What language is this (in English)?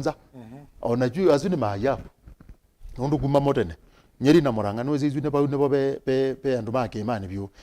Kamba